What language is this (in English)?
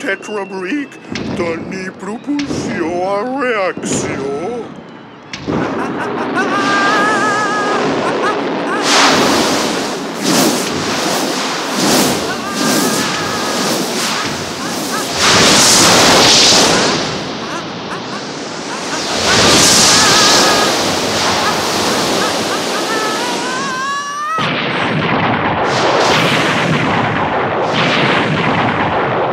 Catalan